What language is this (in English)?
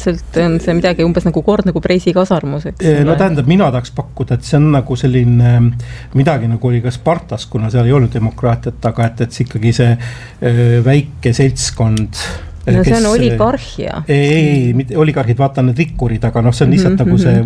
Estonian